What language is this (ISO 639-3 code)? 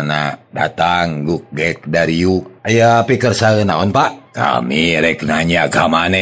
sun